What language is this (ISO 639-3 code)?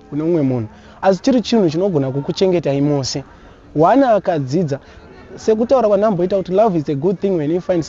sna